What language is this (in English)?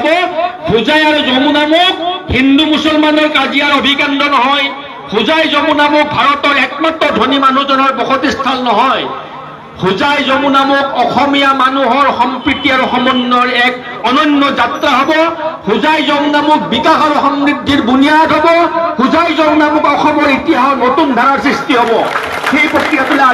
Assamese